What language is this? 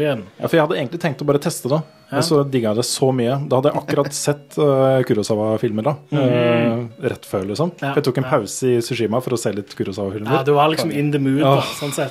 Norwegian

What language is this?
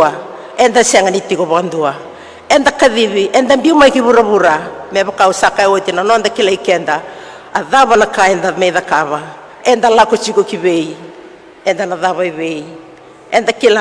Fijian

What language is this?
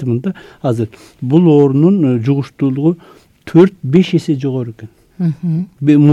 Kyrgyz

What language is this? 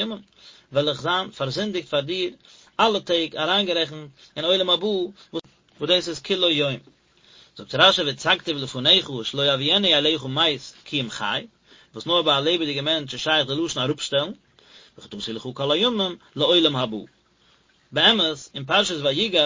Yiddish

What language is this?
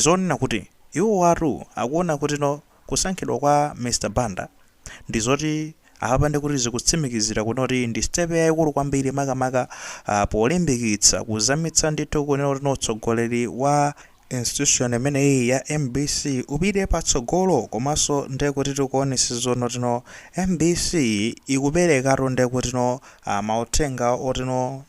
Nyanja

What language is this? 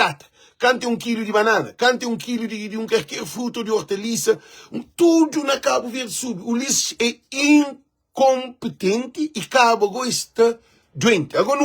Kabuverdianu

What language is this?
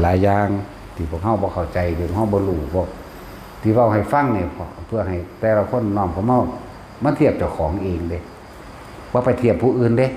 Northeastern Thai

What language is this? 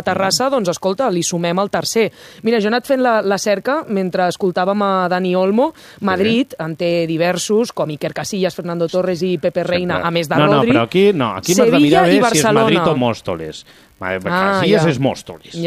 Catalan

